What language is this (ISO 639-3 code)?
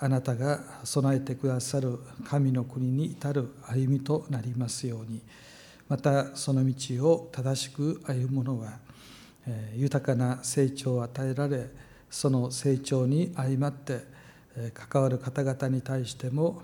jpn